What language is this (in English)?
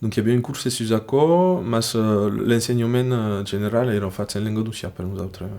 Occitan